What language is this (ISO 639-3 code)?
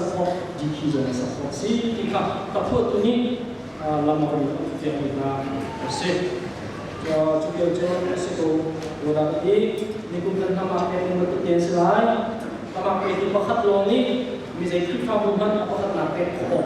cnh